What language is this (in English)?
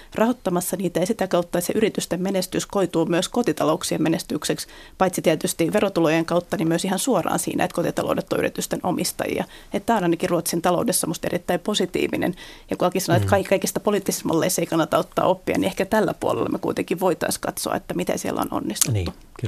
Finnish